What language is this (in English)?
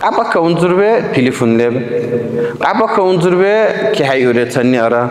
Dargwa